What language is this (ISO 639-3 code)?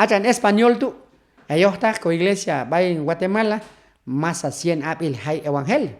kjb